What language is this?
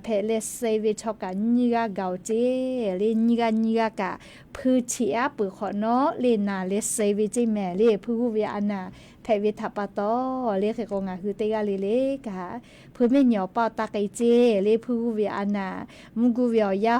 Lahu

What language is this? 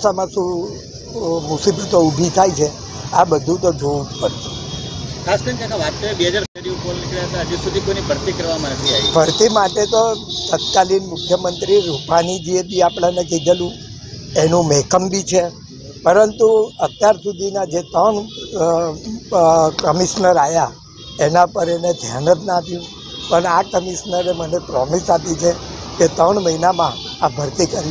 Gujarati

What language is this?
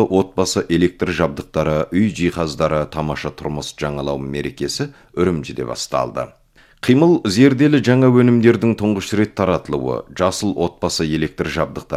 Kazakh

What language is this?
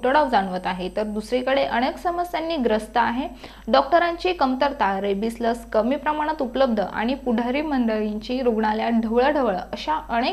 Marathi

